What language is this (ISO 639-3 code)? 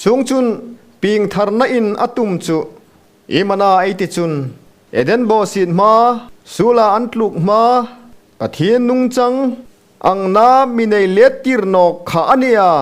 hmr